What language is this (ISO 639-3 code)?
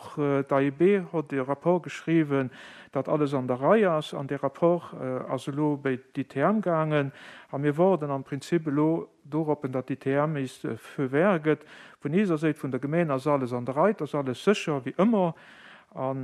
ltz